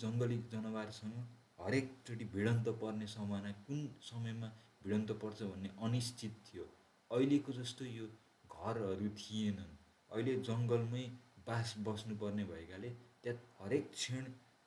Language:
Nepali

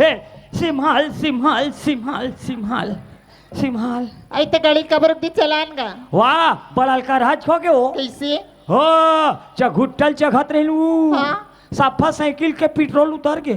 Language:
Chhattisgarhi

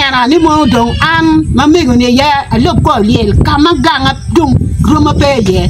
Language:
Acoli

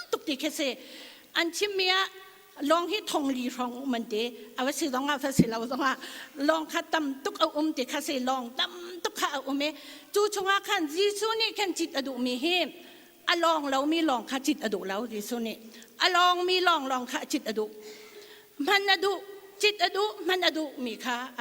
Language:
Hakha Chin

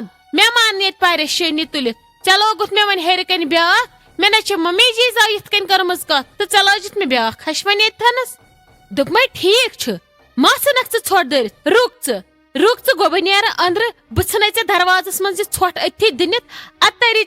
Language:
Kashmiri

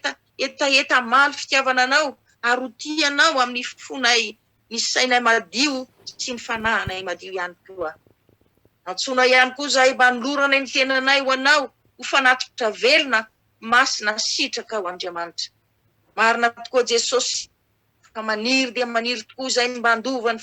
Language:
Malagasy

